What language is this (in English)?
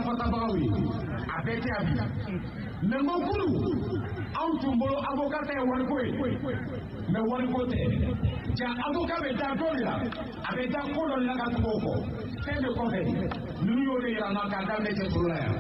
Bambara